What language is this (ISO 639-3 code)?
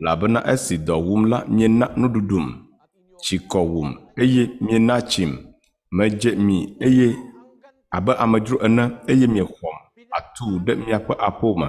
ewe